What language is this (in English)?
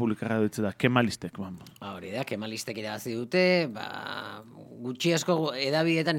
Basque